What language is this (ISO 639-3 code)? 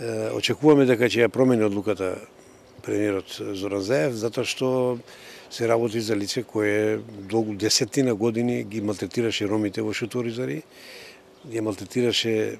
mkd